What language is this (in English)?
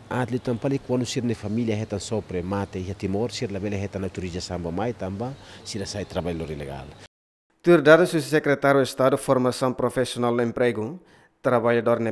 Tetum